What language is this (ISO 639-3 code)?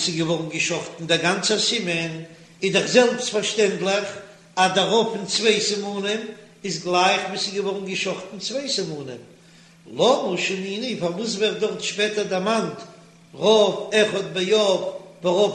yid